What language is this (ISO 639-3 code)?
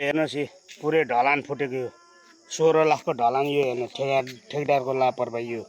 nep